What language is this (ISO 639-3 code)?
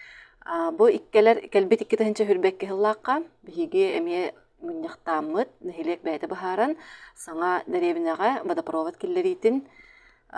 sah